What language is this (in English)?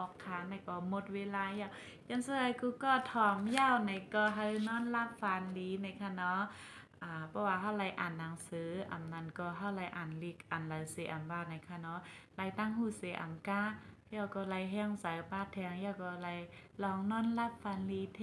Shan